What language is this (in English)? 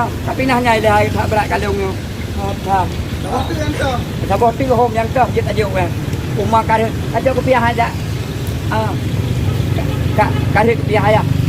Achinese